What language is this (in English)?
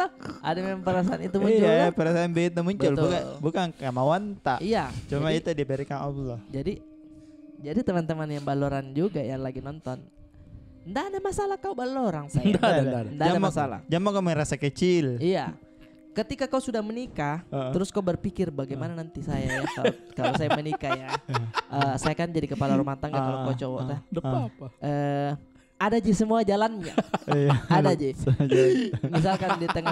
Makassar Malay